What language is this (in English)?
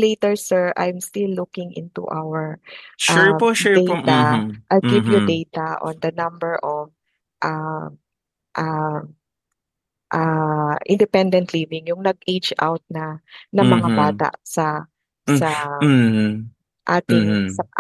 Filipino